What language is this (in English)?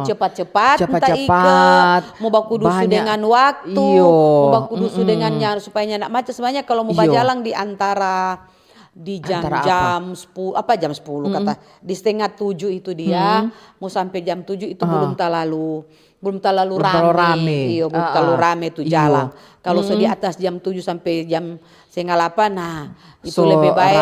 Manado Malay